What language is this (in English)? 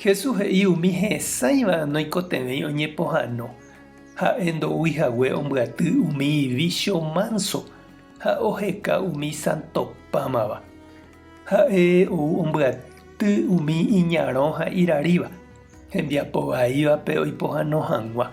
Guarani